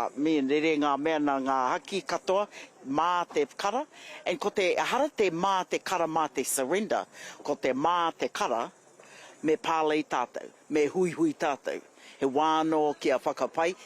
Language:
Māori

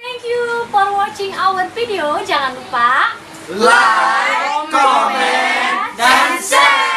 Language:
Musi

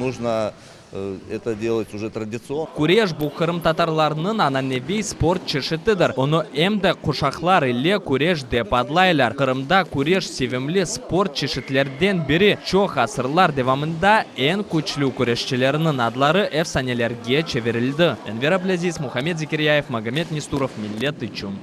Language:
Crimean Tatar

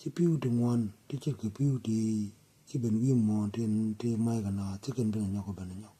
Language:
Nuer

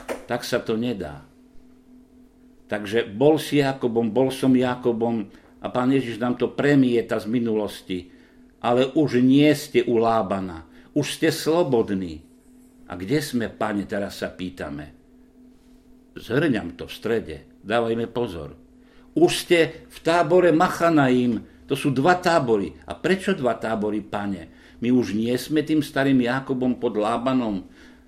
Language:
Slovak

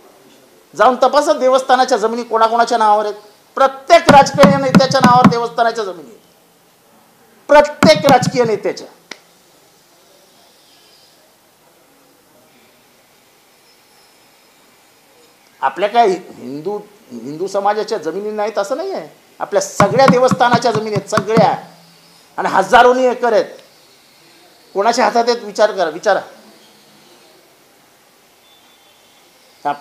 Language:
Marathi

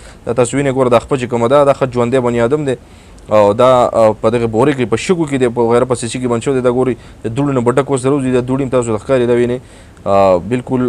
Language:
Pashto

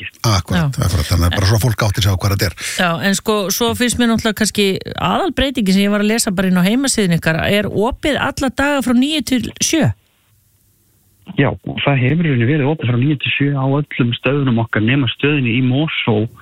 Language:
Icelandic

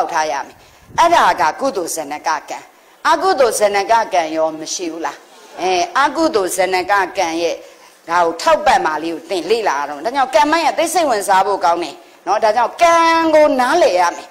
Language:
Burmese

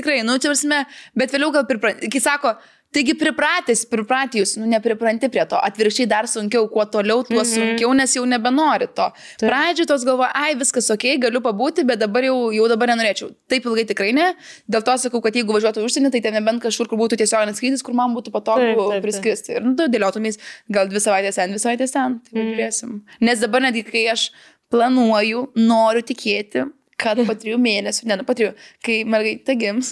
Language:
Lithuanian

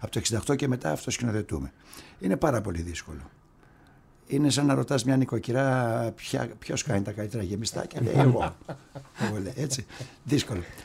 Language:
Greek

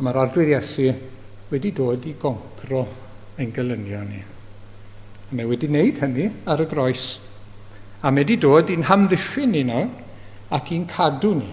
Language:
Welsh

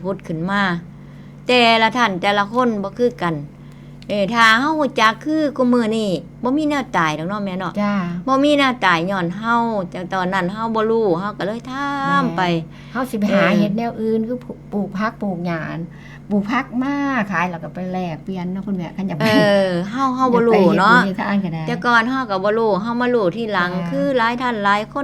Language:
Northeastern Thai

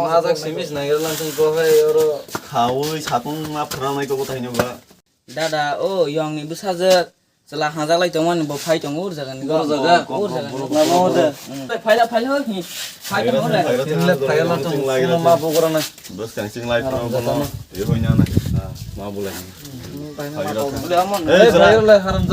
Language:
Kok Borok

